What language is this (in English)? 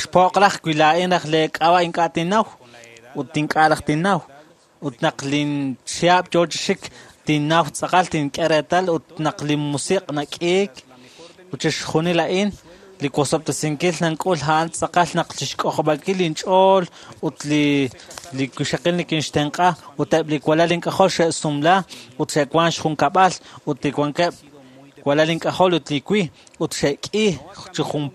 Kekchí